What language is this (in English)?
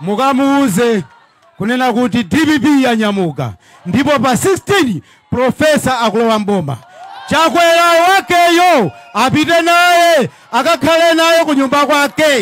Nyanja